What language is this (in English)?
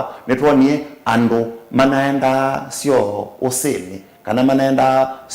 Kamba